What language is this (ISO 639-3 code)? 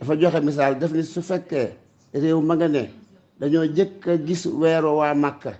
wol